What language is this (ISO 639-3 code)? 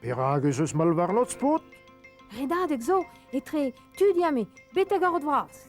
bre